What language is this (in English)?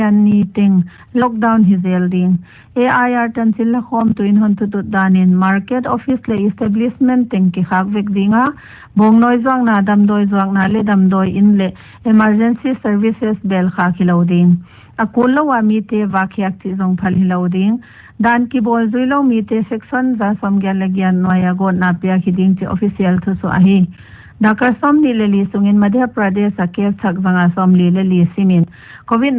Paite Chin